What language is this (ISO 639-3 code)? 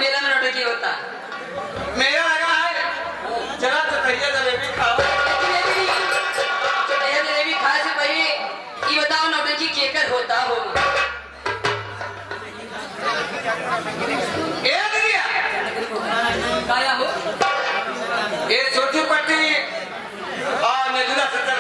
bho